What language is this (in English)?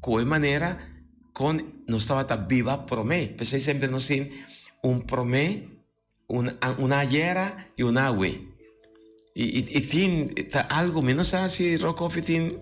Papiamento